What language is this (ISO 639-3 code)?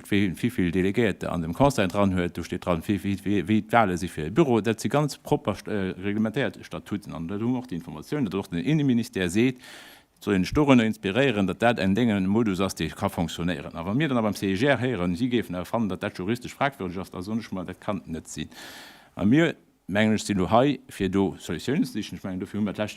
ltz